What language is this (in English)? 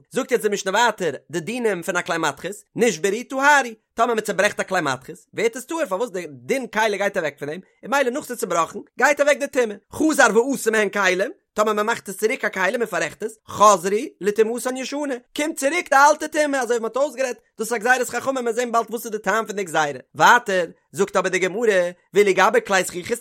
Yiddish